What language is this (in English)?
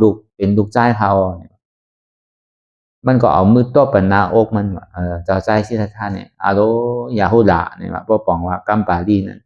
Shan